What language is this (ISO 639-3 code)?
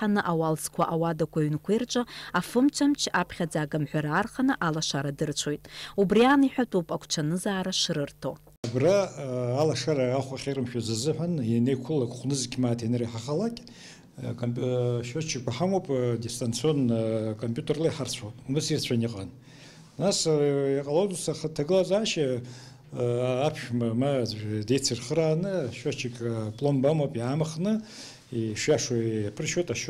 abk